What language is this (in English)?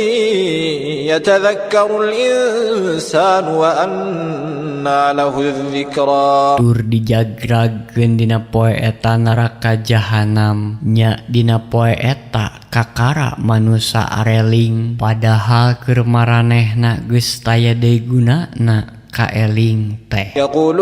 Sundanese